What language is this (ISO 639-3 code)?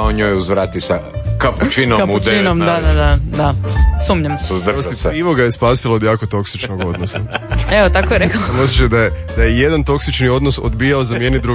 hrv